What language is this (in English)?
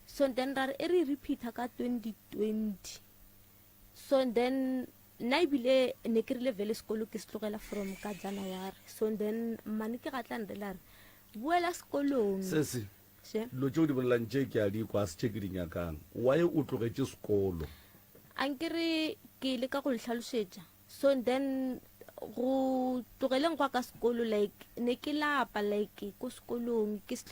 Northern Sotho